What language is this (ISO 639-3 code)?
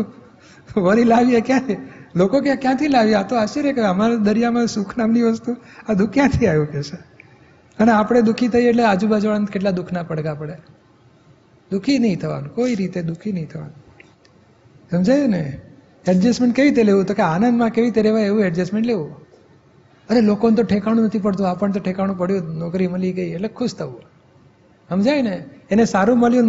guj